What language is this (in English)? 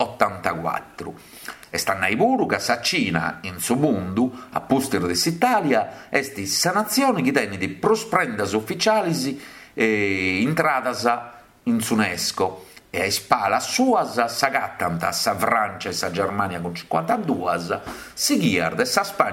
Sardinian